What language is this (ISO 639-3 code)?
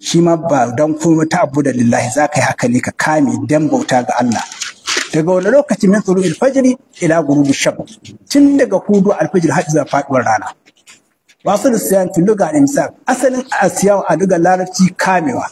hau